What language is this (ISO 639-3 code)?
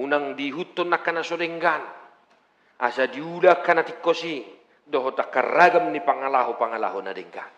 bbc